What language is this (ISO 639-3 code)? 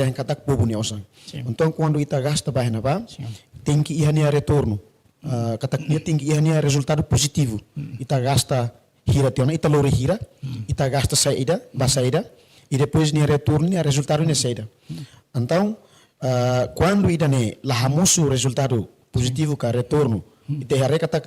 tet